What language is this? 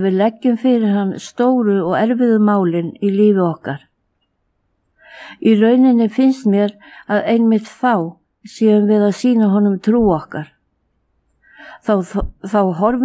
Icelandic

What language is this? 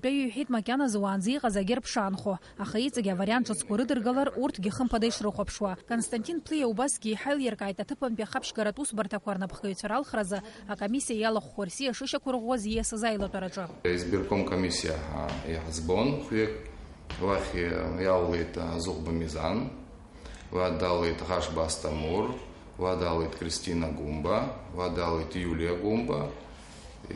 Abkhazian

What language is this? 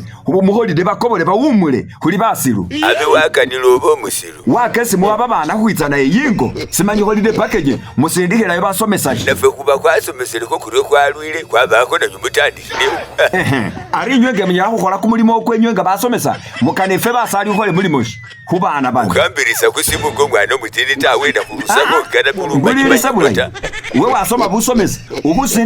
Masaaba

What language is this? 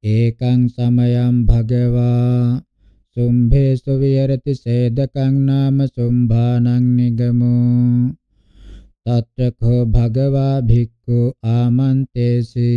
Pali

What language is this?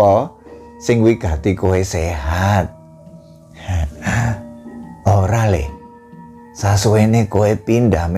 Javanese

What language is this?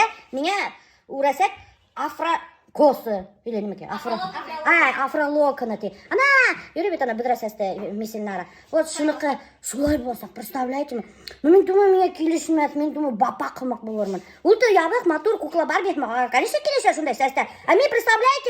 Bashkir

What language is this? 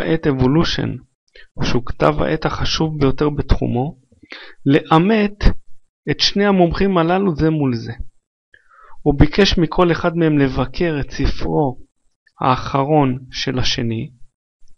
Hebrew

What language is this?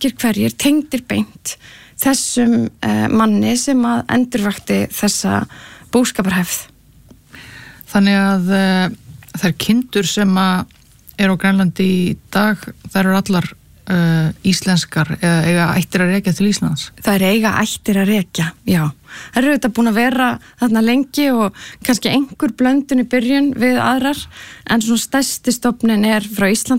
Icelandic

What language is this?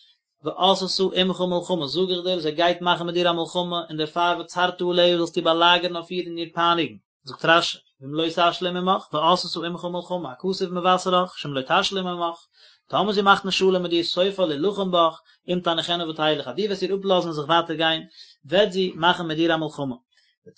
Yiddish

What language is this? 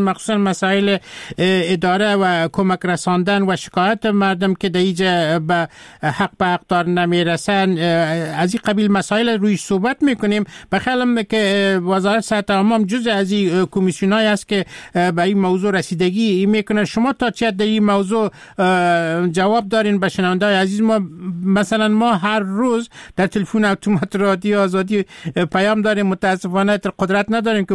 Persian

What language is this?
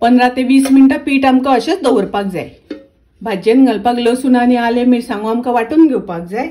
Konkani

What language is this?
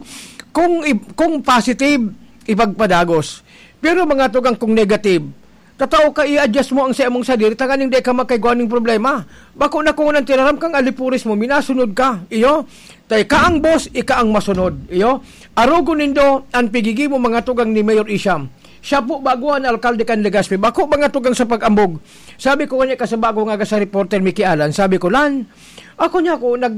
Bikol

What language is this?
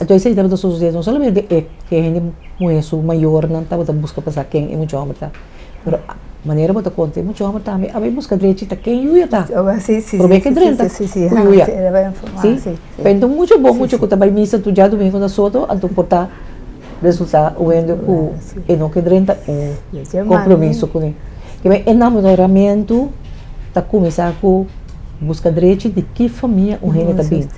Papiamento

